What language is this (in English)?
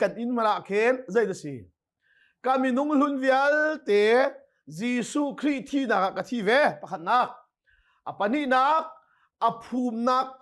Hakha Chin